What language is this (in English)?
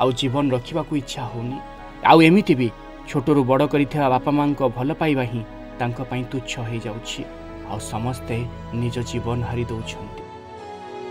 Odia